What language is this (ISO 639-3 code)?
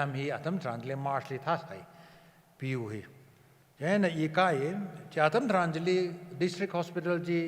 nmf